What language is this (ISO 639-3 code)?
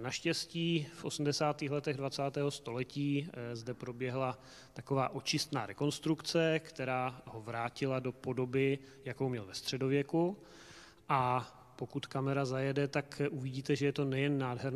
ces